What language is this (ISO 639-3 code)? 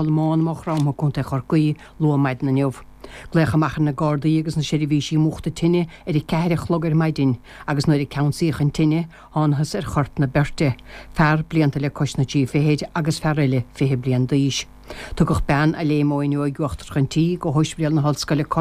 gle